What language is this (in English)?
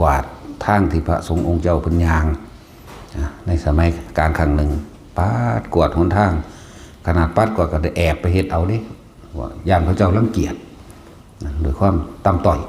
Northeastern Thai